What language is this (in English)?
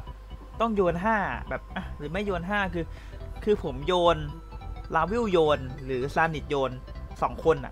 Thai